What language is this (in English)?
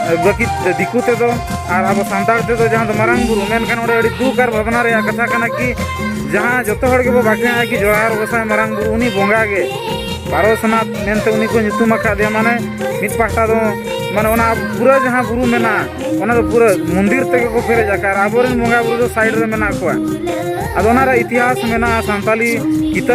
Santali